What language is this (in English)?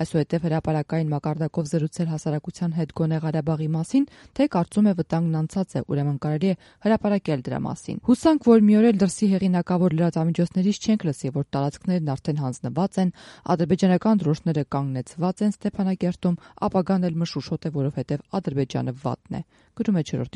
Armenian